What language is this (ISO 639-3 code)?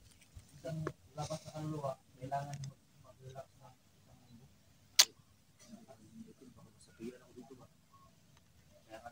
fil